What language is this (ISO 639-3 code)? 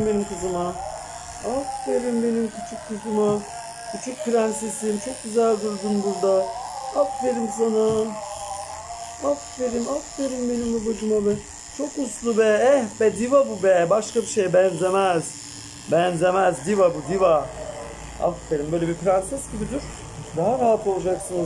tur